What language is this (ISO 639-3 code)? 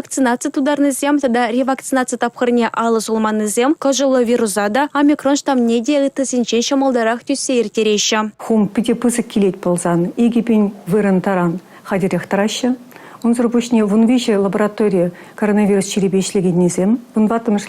chv